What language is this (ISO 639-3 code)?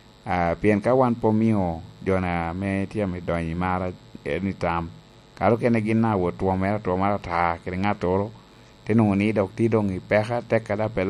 laj